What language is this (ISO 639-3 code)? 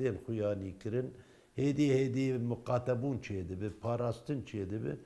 kur